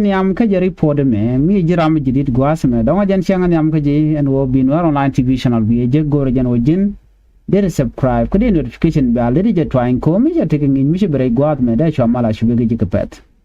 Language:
Nuer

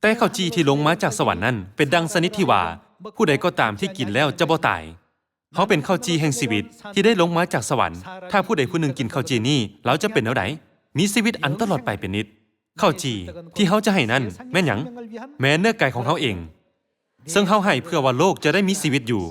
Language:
Lao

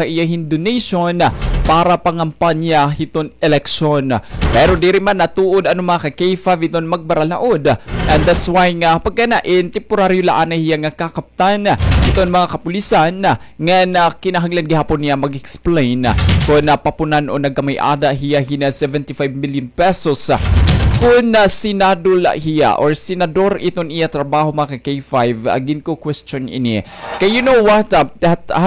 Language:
Waray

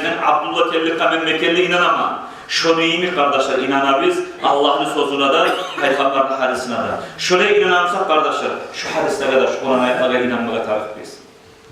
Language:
Kumyk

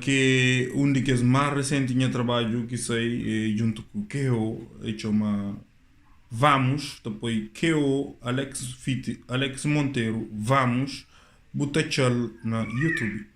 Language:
Kabuverdianu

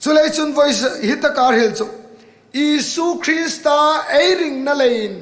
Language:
Hmar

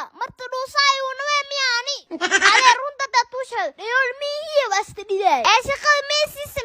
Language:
Somali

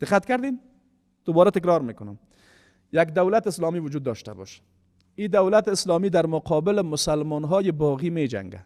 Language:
Persian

